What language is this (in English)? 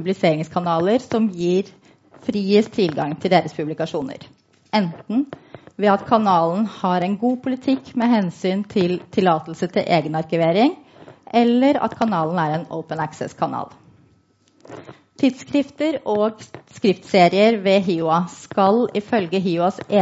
Norwegian